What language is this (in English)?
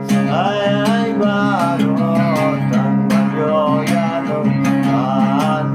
Khasi